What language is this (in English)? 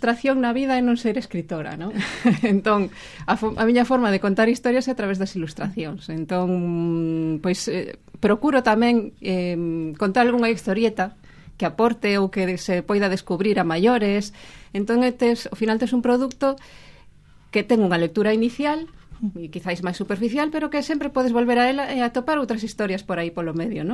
Galician